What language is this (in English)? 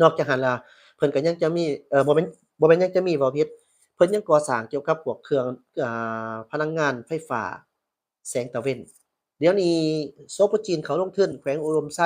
Lao